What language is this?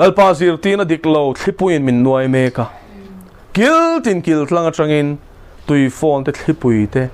Mizo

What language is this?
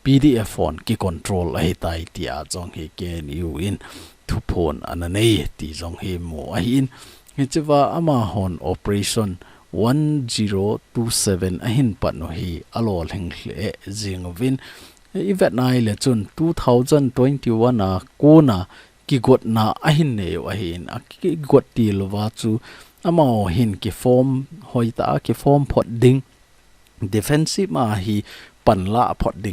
Thado Chin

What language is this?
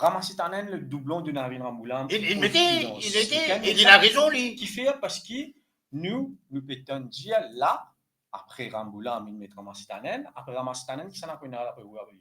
Morisyen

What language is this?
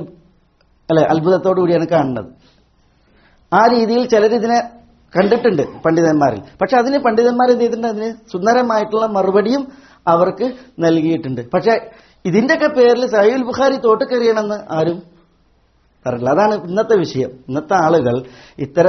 Malayalam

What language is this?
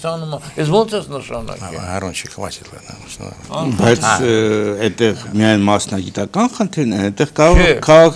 Armenian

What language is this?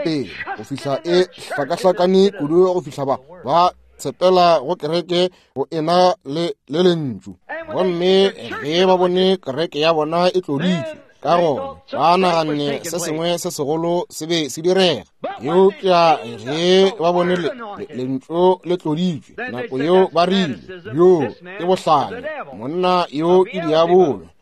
Northern Sotho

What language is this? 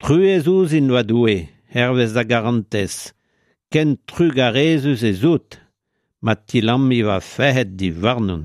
Breton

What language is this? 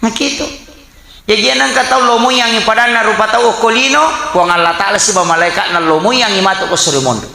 Buginese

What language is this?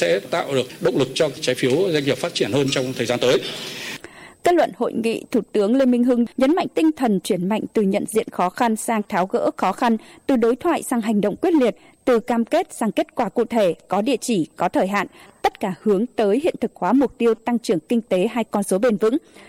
Vietnamese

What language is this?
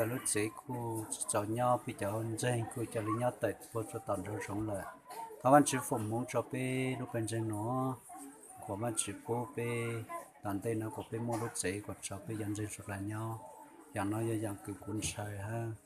Hmong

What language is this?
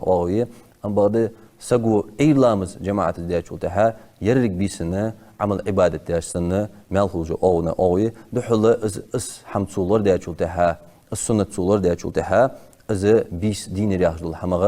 Ingush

